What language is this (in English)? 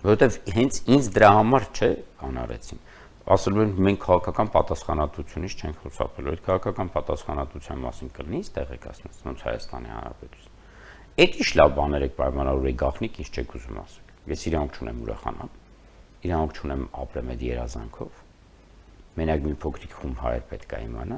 Armenian